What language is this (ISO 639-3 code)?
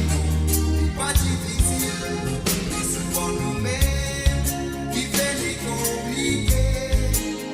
mfe